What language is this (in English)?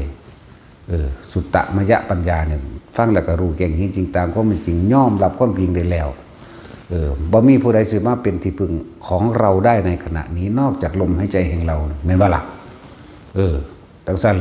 Northeastern Thai